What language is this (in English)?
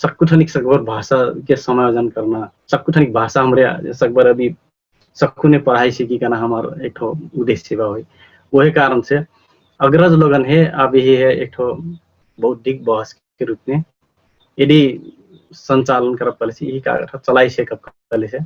Dangaura Tharu